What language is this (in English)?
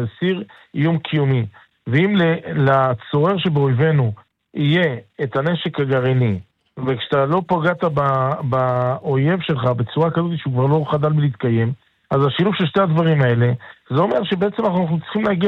Hebrew